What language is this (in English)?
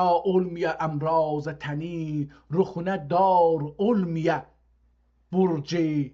South Azerbaijani